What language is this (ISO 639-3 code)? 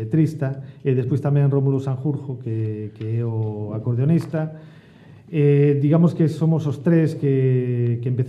glg